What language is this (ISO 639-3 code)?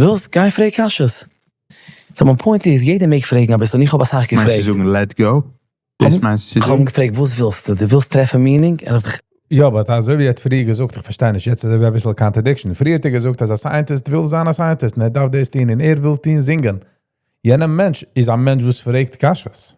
yid